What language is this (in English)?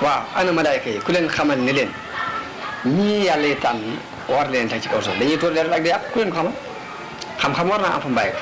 Wolof